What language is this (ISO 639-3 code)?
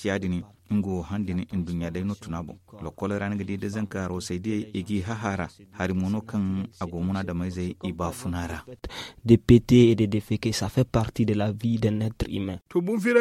dje